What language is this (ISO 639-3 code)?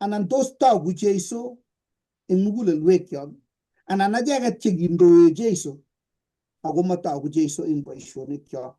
kln